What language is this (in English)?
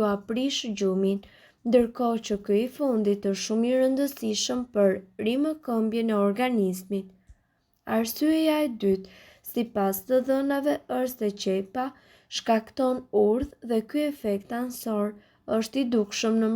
Albanian